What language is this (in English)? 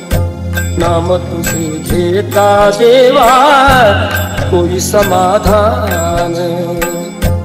Marathi